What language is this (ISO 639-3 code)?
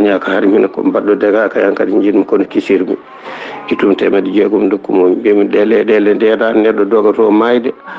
ful